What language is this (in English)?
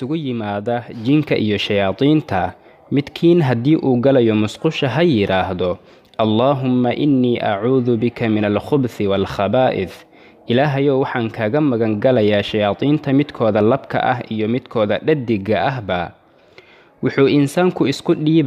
Somali